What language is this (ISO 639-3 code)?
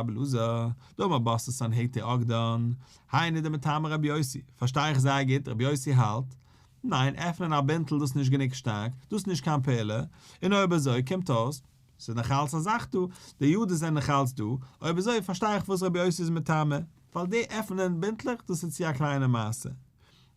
yid